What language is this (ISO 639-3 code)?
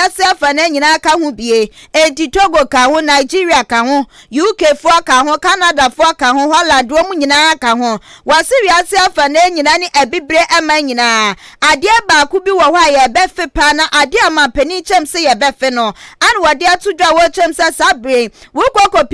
aka